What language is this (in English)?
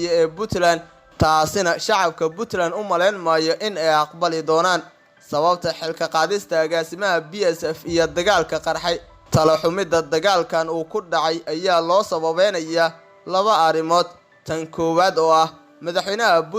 Somali